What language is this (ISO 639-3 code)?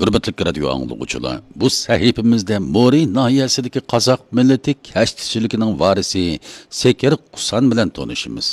uig